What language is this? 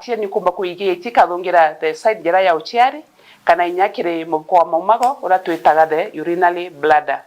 Meru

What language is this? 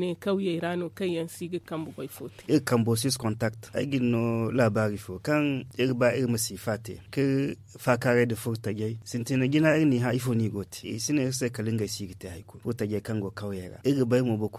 Zarma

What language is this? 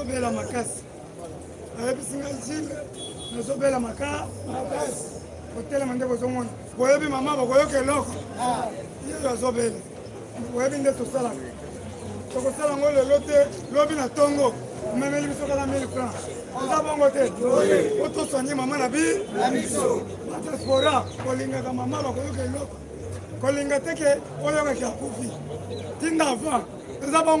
Lingala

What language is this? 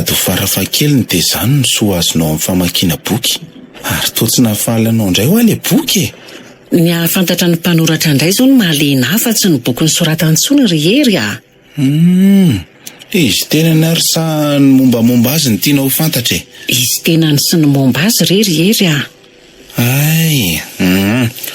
Malagasy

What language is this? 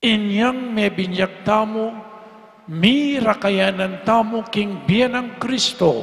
Pampanga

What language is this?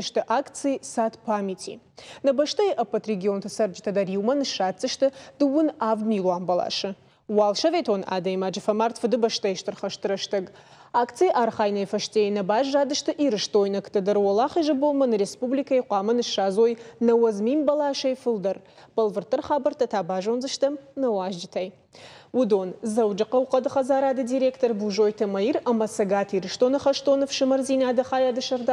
Ossetic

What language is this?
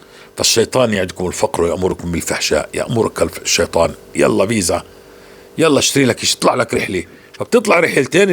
North Levantine Arabic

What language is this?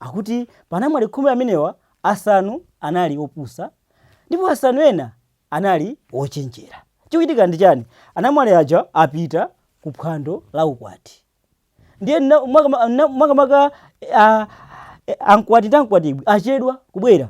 Nyanja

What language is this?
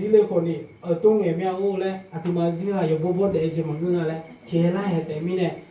Akha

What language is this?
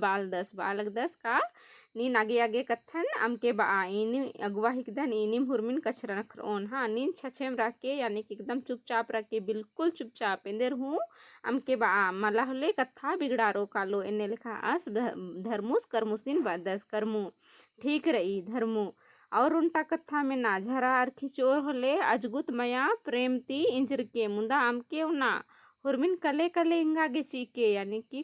Kurukh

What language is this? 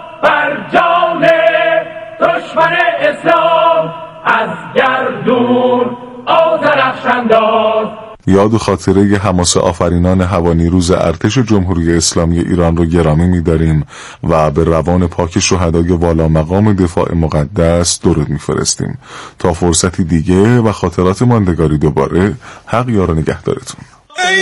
Persian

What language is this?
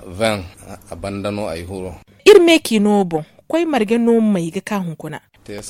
Zarma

